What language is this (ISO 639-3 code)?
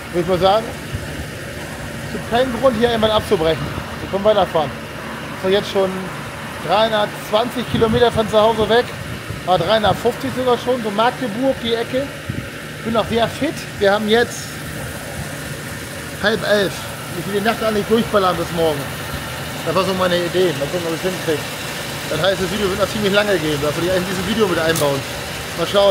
deu